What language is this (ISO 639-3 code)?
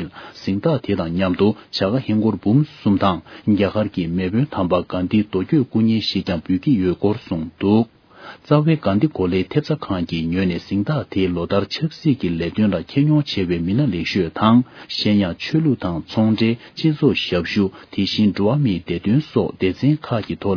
bod